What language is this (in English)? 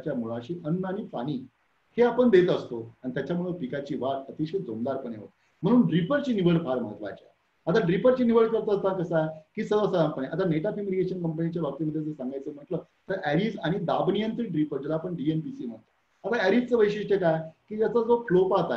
Marathi